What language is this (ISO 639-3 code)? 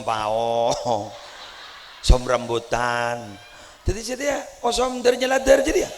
mad